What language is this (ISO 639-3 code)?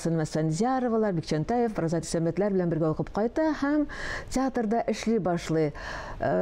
tat